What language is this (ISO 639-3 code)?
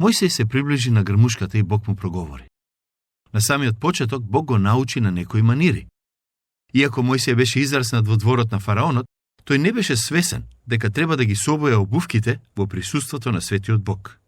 mkd